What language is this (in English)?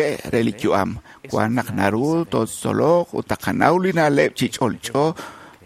Kekchí